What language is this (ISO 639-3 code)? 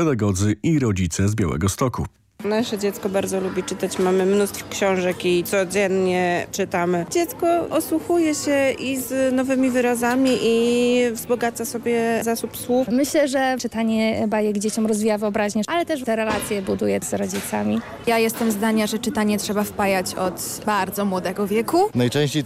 pol